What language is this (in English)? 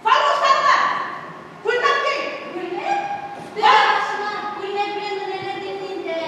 Tatar